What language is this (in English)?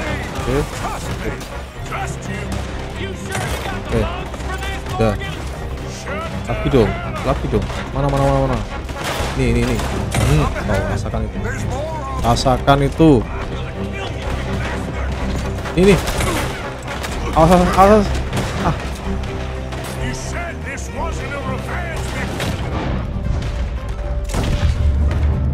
Indonesian